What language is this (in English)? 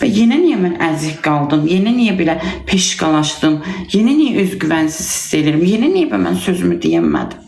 Azerbaijani